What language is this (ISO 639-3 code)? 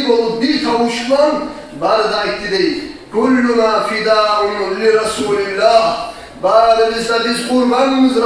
kum